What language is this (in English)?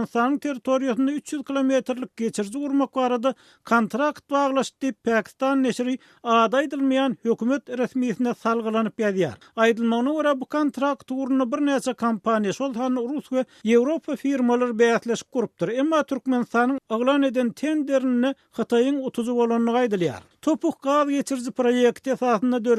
Turkmen